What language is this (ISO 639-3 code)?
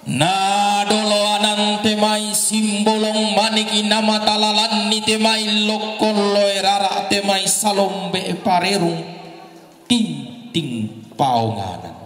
sda